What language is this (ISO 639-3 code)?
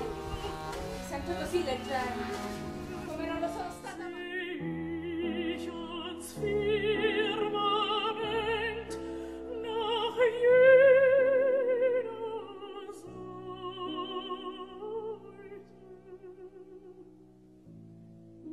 ita